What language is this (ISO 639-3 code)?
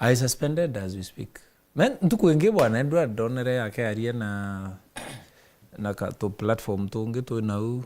mer